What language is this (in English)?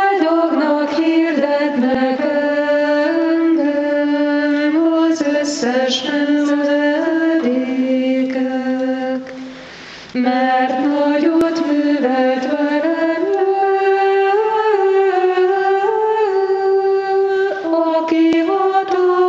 Hungarian